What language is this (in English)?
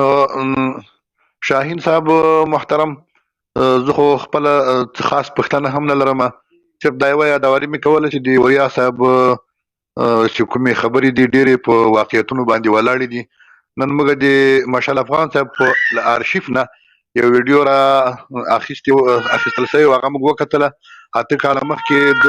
Pashto